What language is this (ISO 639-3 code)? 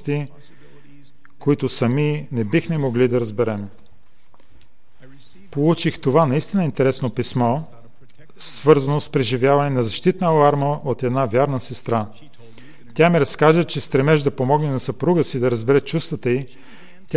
bul